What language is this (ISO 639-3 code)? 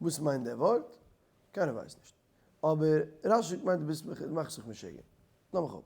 yid